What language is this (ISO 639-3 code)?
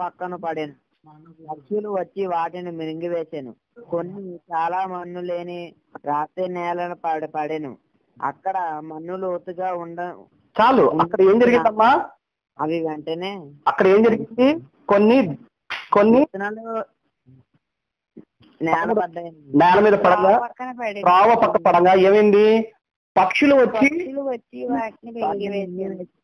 tel